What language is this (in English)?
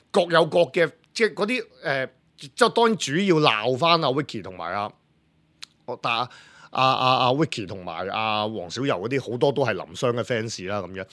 Cantonese